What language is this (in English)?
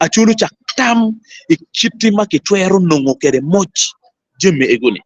Acoli